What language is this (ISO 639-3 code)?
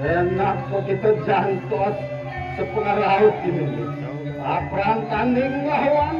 ban